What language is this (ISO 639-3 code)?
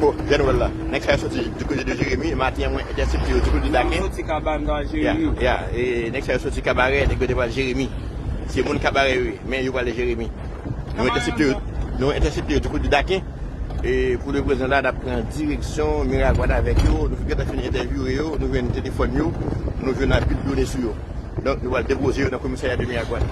hat